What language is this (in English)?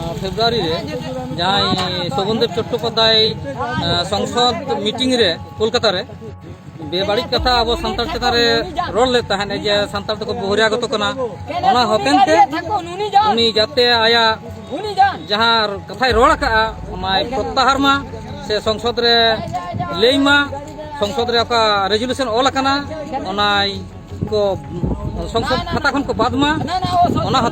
Santali